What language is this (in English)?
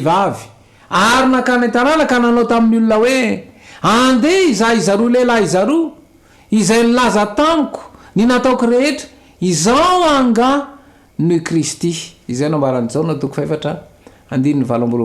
Malagasy